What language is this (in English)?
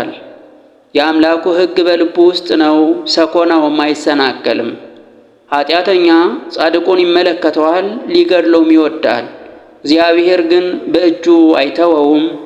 Amharic